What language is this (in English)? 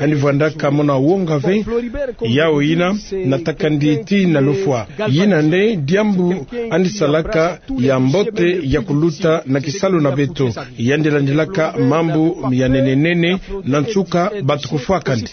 Kituba (Democratic Republic of Congo)